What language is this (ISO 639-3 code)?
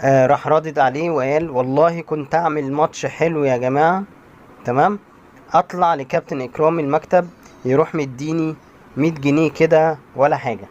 arz